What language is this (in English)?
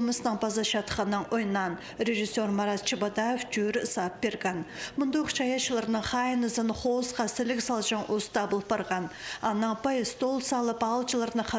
Khakas